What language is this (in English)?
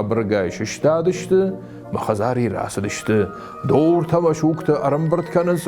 Ossetic